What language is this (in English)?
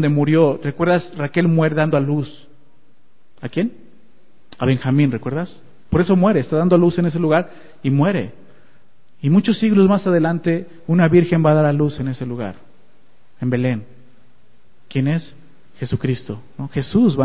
Spanish